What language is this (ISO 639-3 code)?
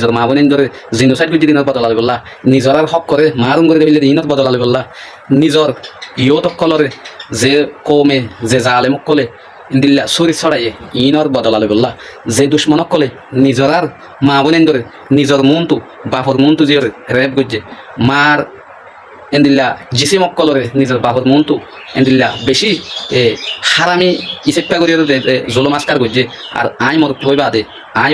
rhg